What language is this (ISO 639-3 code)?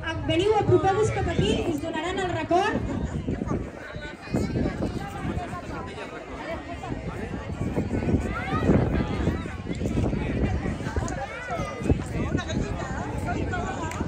cat